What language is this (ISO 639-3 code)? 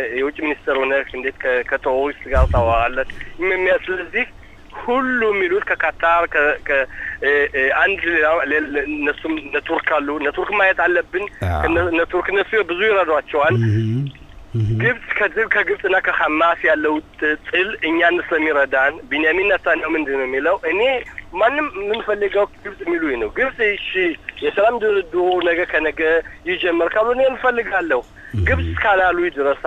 amh